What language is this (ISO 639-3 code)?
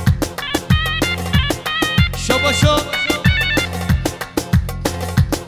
kur